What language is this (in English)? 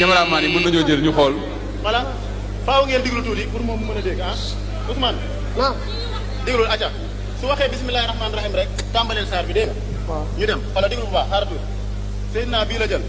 Wolof